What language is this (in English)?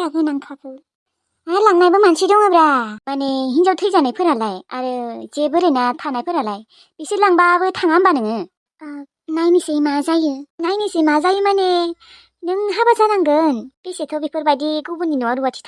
Bodo